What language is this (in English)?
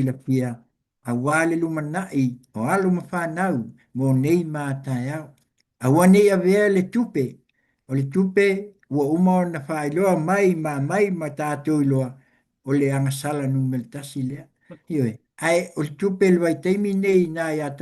Samoan